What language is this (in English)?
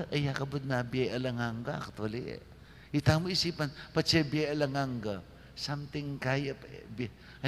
Pampanga